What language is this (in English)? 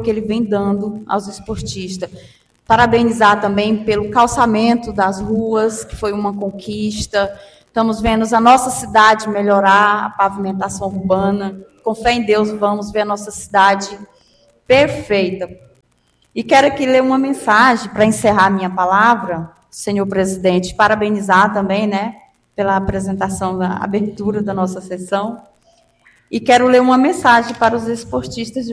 Portuguese